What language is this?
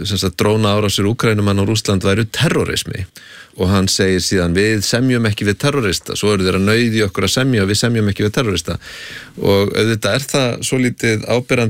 Icelandic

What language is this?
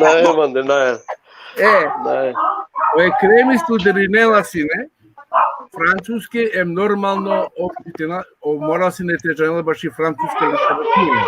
Balkan Romani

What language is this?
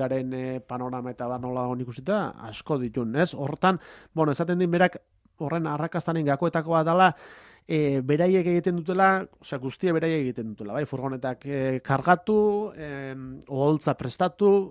Basque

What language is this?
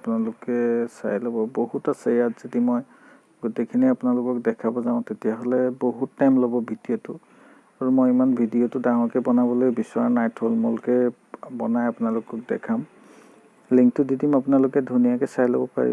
Assamese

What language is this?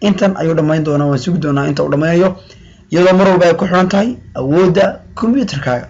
Somali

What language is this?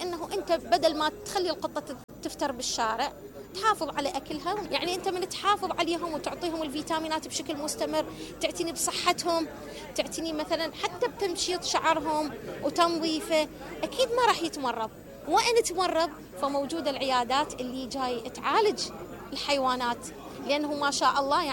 Mesopotamian Arabic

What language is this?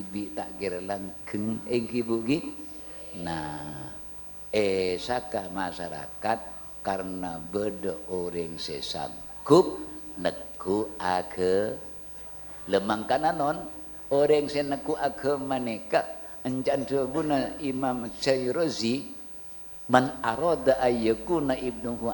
Madurese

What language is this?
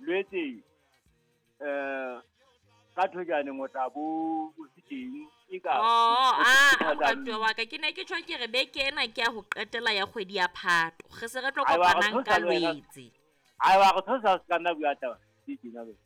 Southern Sotho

